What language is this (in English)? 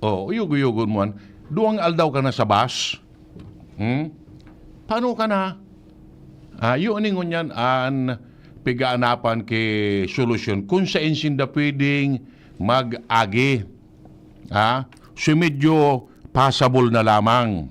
Bikol